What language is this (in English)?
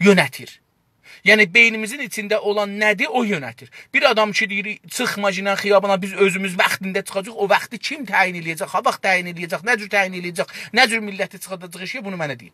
South Azerbaijani